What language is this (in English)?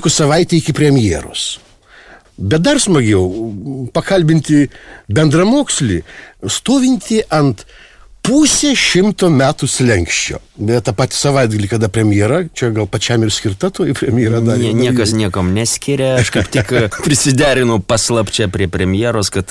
Lithuanian